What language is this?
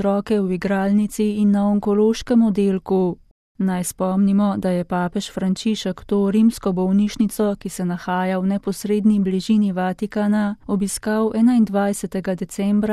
Slovenian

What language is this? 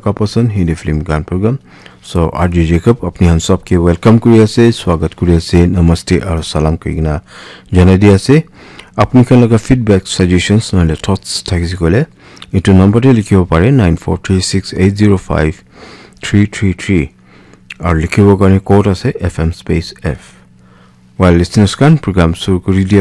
Naga Pidgin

